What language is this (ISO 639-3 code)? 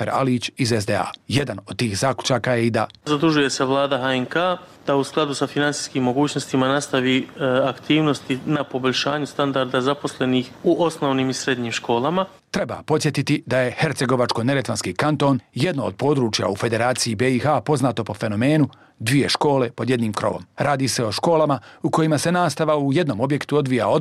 bos